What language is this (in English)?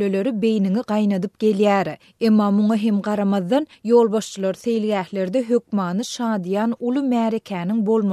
Turkmen